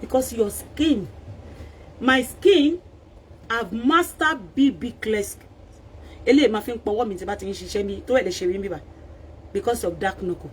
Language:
Yoruba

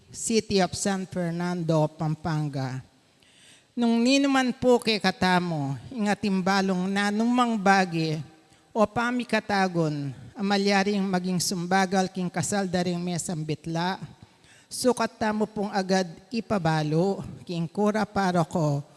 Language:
Pampanga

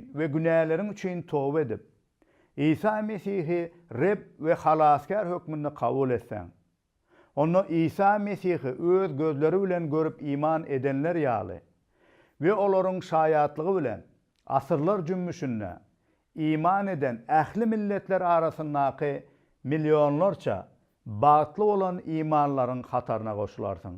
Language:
Turkmen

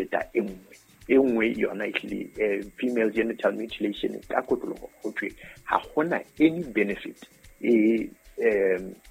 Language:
Southern Sotho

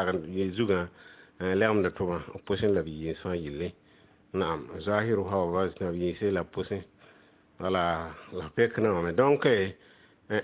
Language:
Mossi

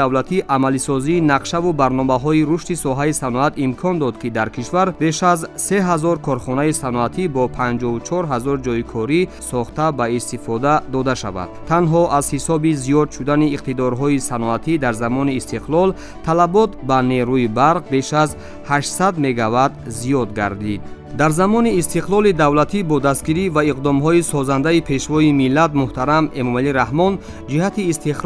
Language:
Tajik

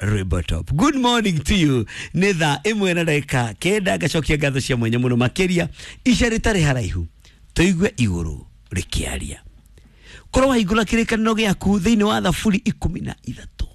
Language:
Kikuyu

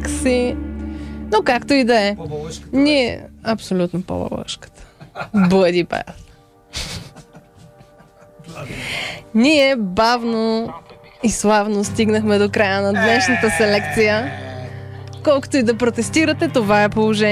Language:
Bulgarian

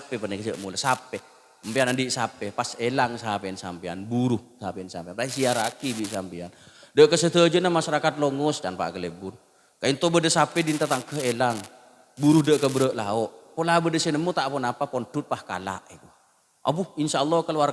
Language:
Madurese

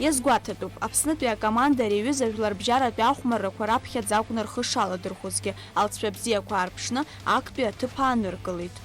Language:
Abkhazian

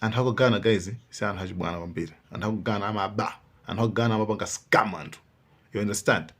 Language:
Nyanja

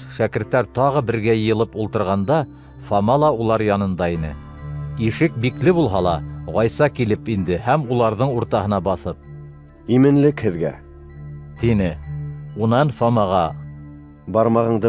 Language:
Bashkir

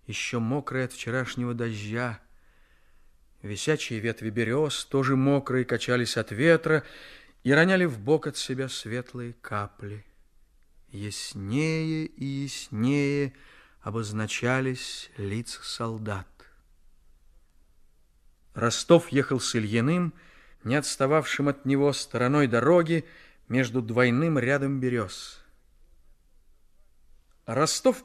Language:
Russian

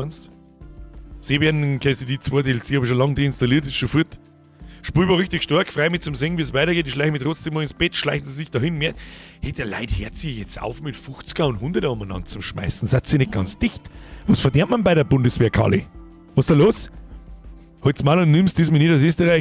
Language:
Bavarian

